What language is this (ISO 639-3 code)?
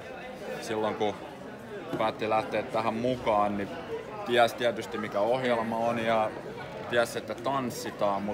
fin